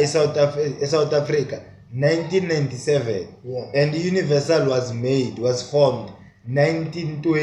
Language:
Zulu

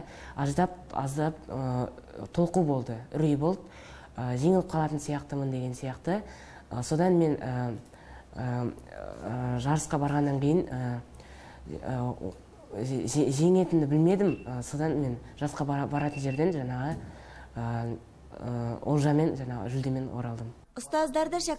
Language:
Kazakh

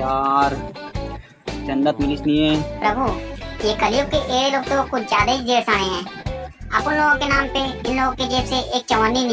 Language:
Chhattisgarhi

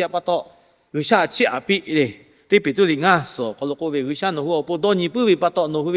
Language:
Lahu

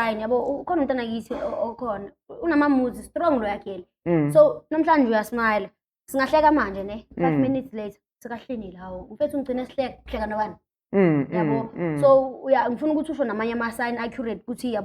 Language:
Zulu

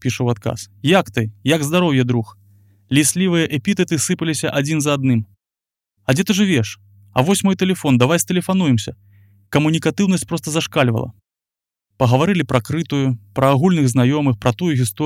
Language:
Belarusian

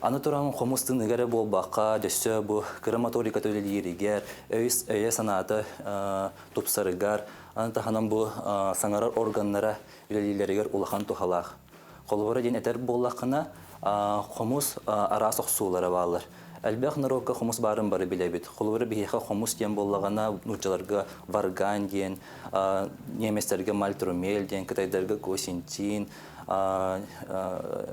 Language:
Yakut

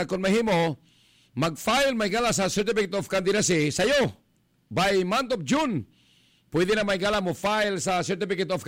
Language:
Cebuano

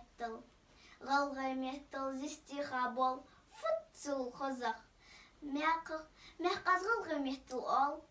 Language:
Ingush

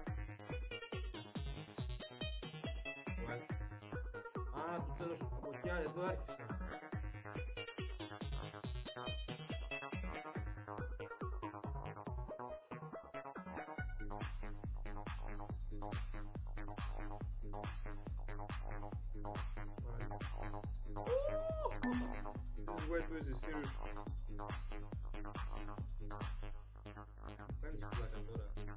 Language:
Greek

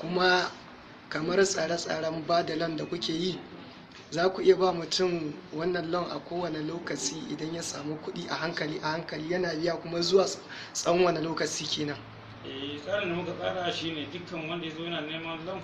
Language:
Hausa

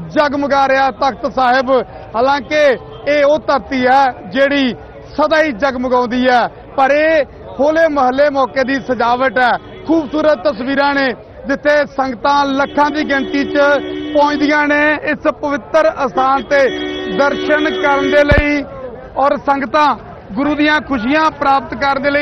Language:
Punjabi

